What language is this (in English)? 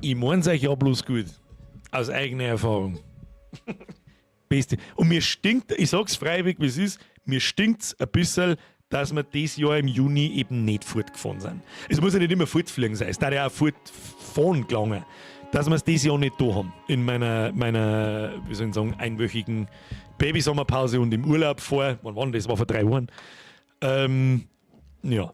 Bavarian